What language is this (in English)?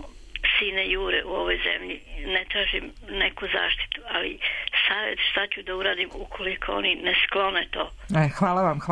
Serbian